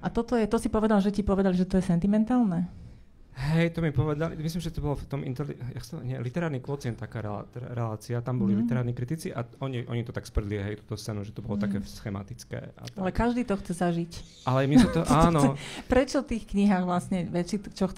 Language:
Slovak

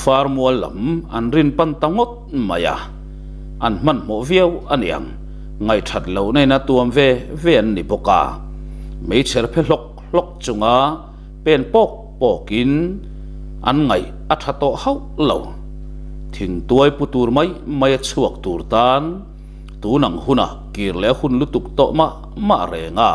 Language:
Mizo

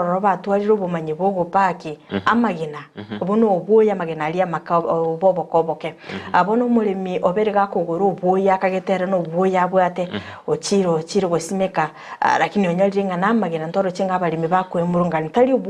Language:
Gusii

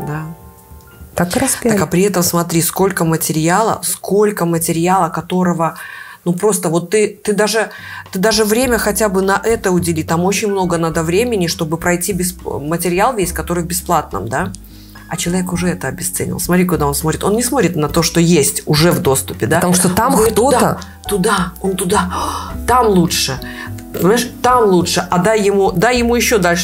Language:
Russian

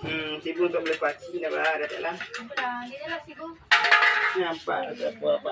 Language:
Minangkabau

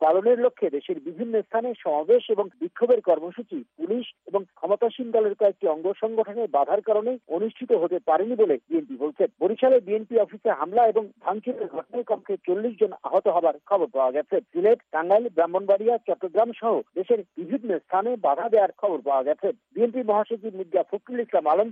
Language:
Bangla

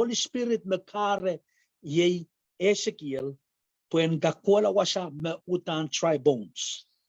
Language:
Pohnpeian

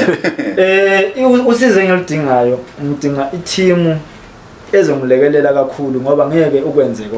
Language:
Zulu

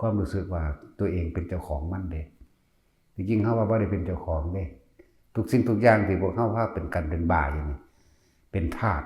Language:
Northeastern Thai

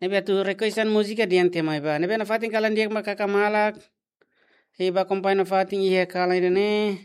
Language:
Tetum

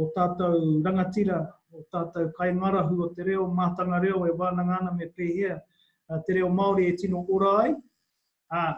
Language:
Māori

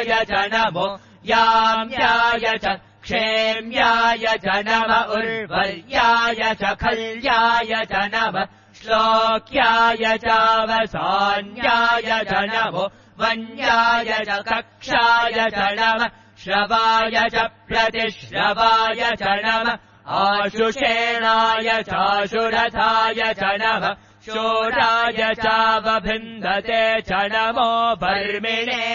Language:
Sanskrit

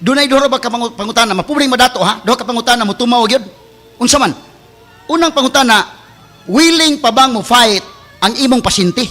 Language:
Cebuano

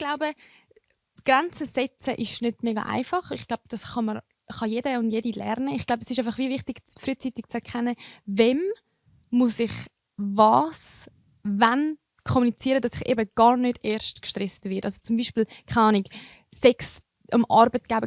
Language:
Swiss German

